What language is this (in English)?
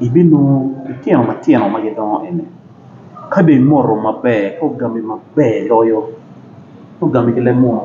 Acoli